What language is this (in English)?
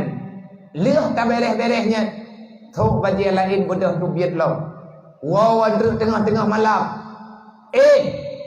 Achinese